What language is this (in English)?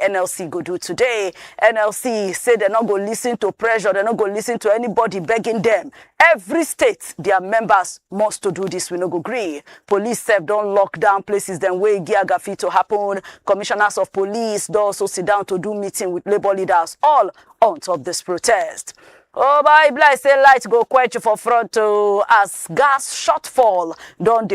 Nigerian Pidgin